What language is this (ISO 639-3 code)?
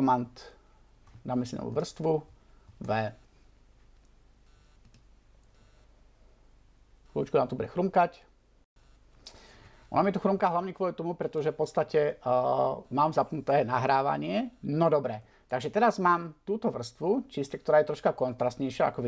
slk